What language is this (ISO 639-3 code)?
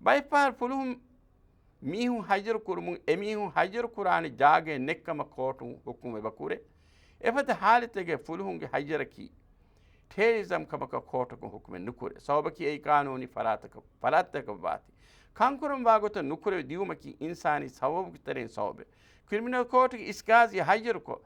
div